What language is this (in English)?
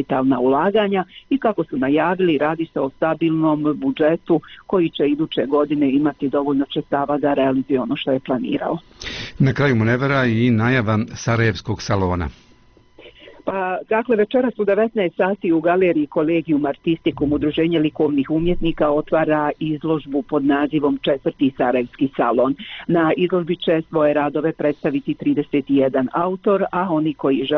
Bosnian